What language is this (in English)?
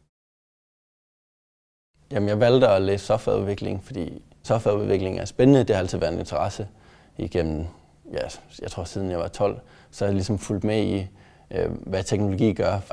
Danish